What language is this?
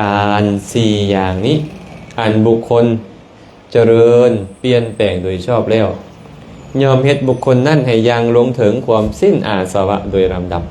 Lao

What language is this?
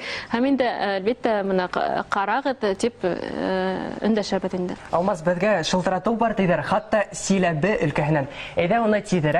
Bashkir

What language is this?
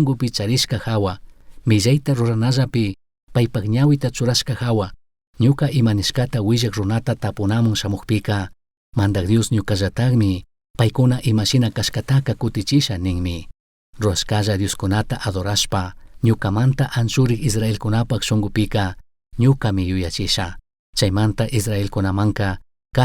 Chimborazo Highland Quichua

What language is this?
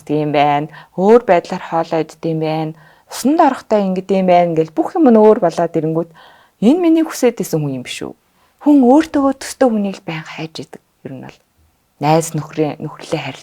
Mongolian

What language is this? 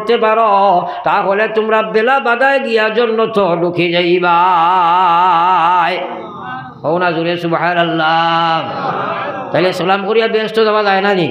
Sylheti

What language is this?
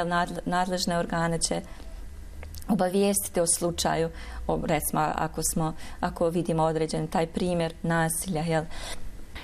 Bosnian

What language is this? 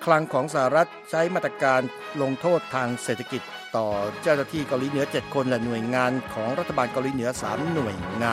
Thai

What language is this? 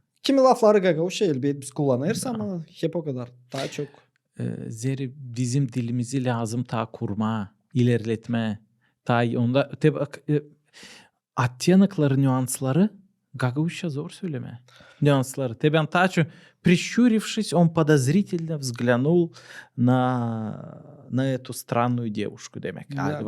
Gagauz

